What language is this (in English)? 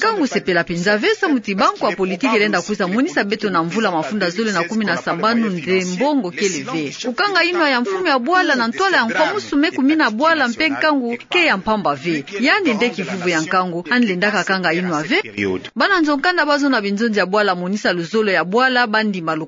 Kituba (Democratic Republic of Congo)